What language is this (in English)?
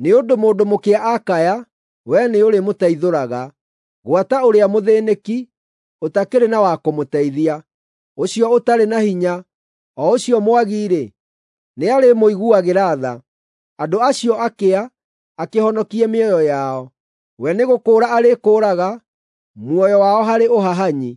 Kikuyu